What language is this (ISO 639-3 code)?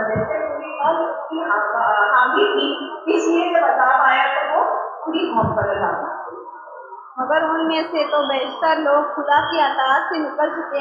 urd